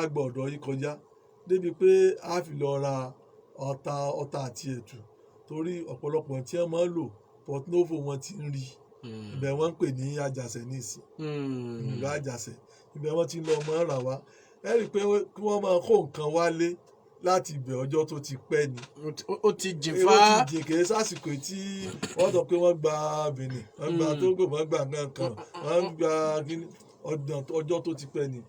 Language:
Yoruba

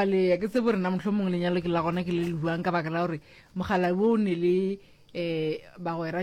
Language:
Northern Sotho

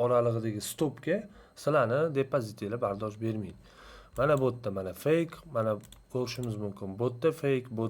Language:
Uzbek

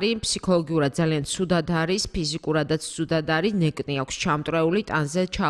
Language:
Georgian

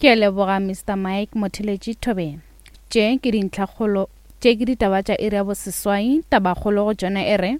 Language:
Northern Sotho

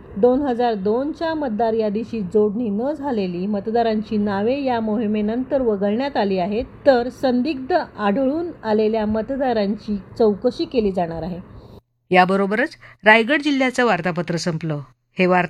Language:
Marathi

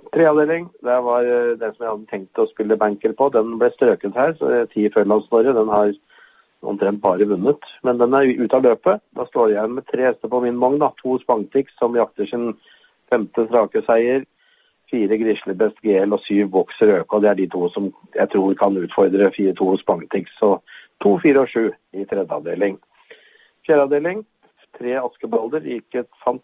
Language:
Norwegian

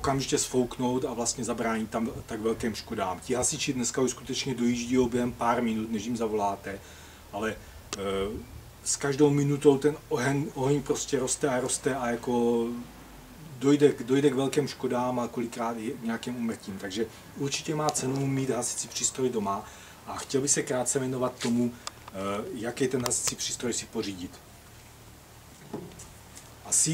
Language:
Czech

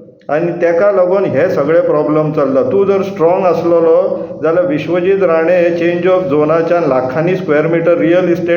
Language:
Konkani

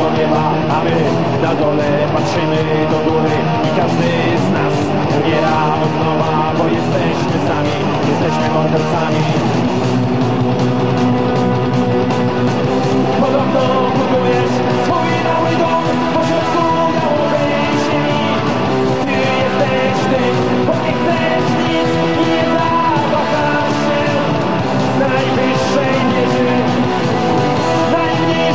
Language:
Polish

